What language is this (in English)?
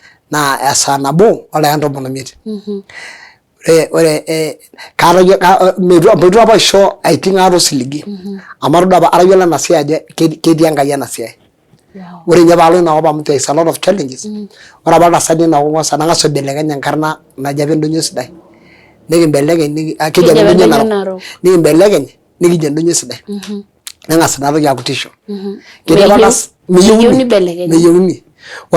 Masai